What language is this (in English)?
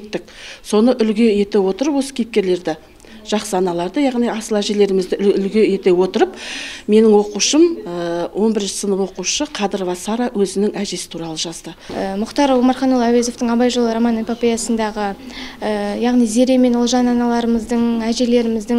Kazakh